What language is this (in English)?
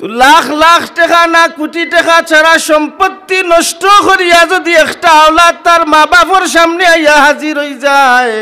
Sylheti